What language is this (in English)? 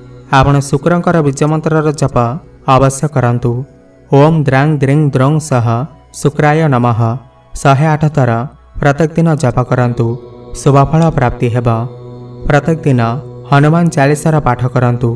Odia